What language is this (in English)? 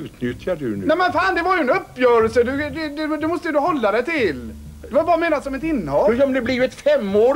Swedish